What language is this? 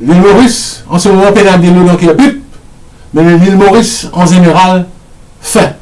Morisyen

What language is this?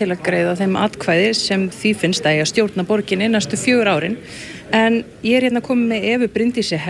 Icelandic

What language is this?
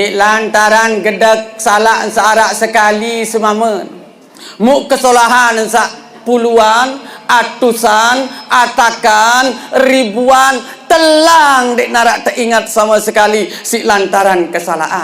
Sasak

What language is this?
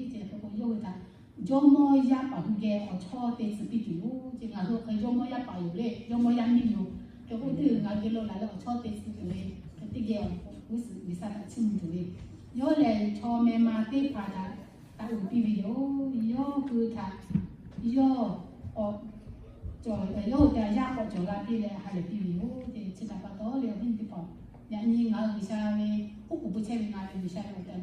Lahu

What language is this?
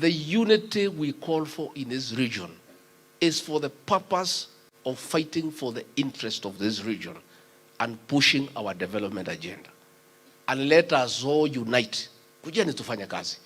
Kikuyu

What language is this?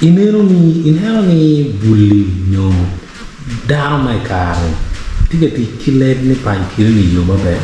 Acoli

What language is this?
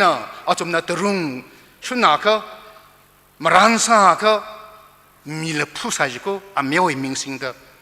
Tangkhul Naga (India)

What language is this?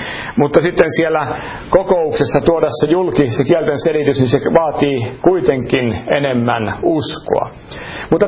Finnish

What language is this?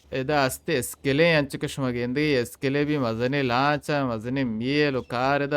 Baluchi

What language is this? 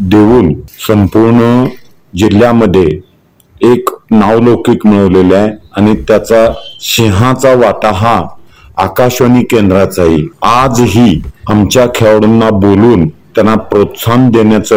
Marathi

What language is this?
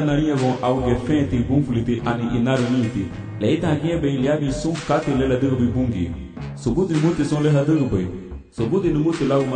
Garifuna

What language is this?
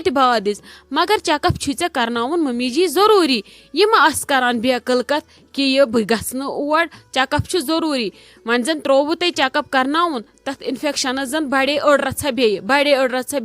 Kashmiri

